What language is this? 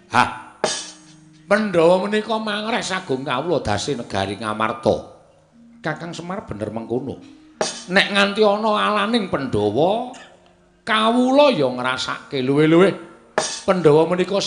Javanese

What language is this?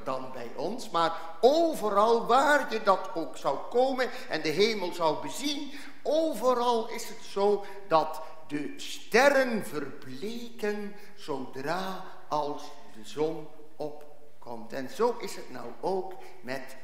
Dutch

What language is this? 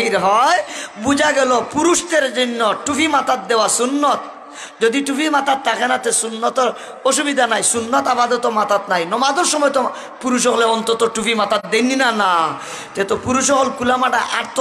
Sylheti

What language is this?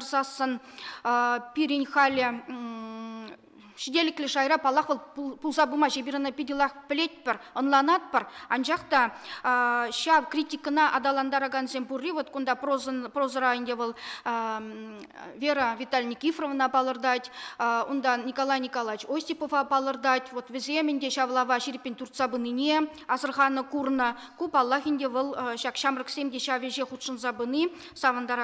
Chuvash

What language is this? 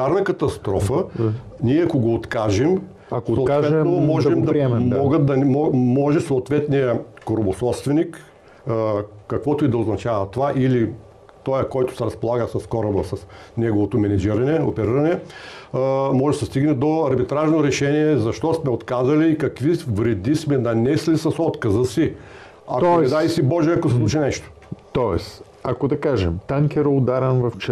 Bulgarian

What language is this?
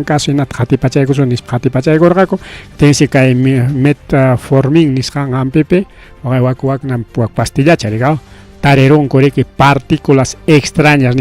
Ayacucho Quechua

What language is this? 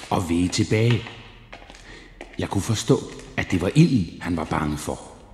Danish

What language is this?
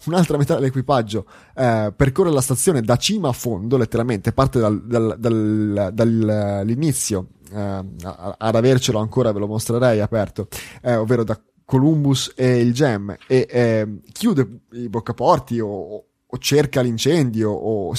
Italian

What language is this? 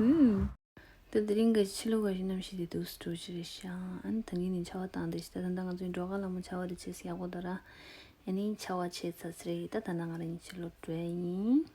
Tibetan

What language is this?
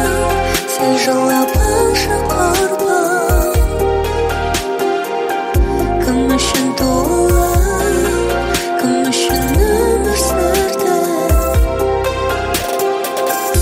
Kazakh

